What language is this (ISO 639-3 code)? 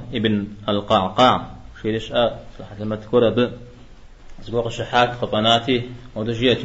kbd